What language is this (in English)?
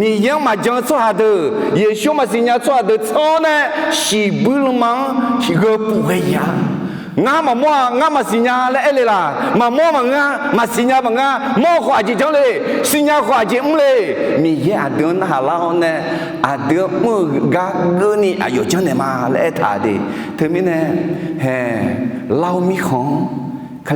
Akha